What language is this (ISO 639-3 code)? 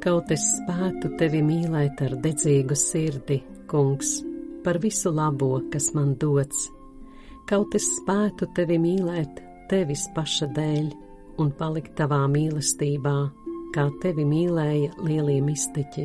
lav